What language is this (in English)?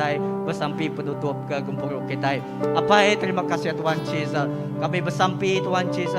Iban